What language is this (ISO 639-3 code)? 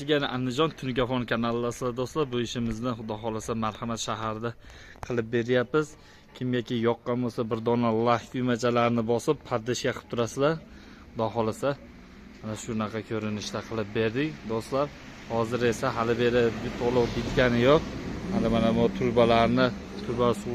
uzb